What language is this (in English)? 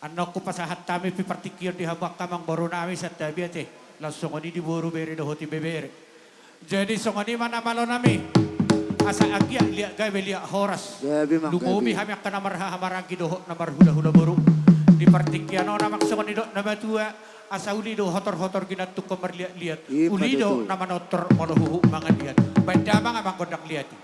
Batak Toba